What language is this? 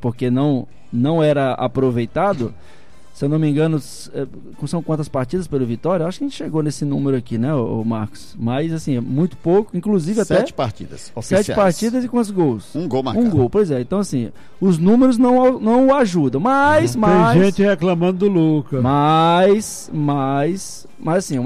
Portuguese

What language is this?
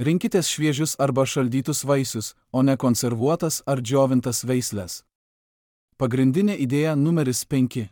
Lithuanian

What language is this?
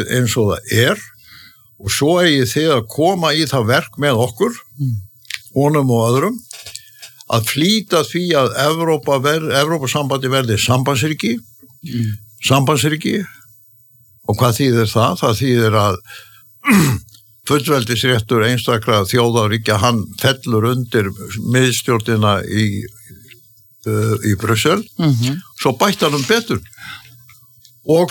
Icelandic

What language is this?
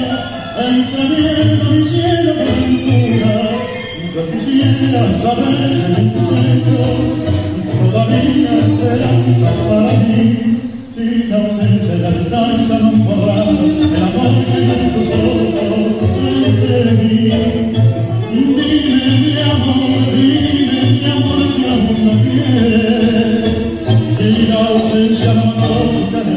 Spanish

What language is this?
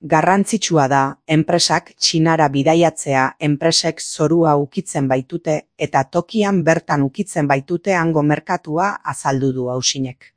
Basque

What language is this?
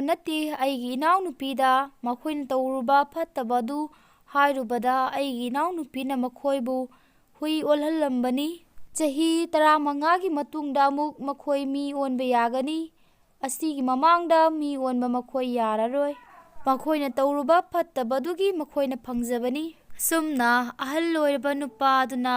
Manipuri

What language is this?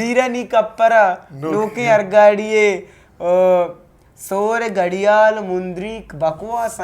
Eastern Balochi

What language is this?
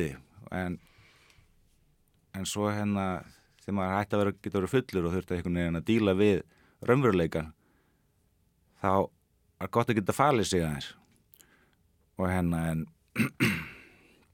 Icelandic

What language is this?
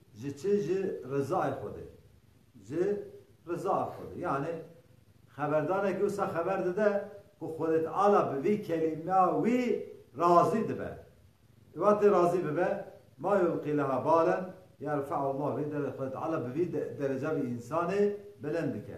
Kurdish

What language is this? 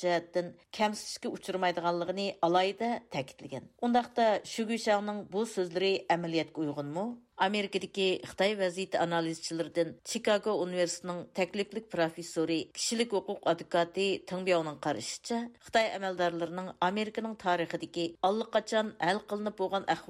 Uyghur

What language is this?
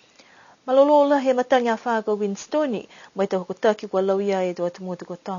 Niuean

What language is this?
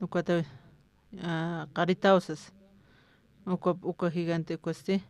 Aymara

